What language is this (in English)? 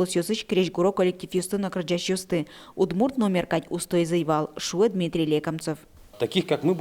Udmurt